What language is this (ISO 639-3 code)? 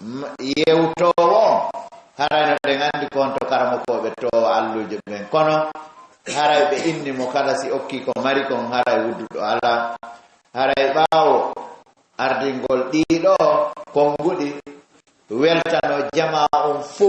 ful